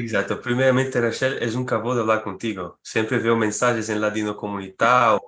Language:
Ladino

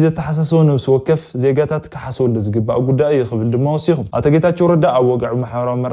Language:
Tigrinya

